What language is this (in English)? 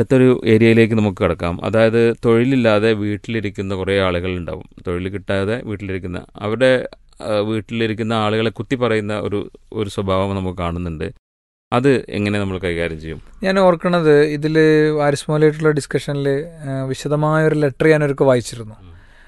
Malayalam